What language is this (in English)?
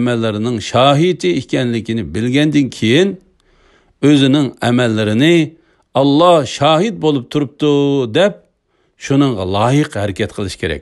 Uyghur